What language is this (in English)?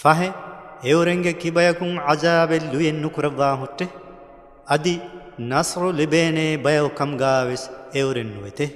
Divehi